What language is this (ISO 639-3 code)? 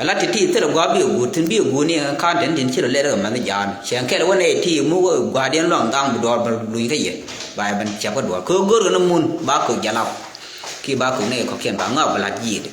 nus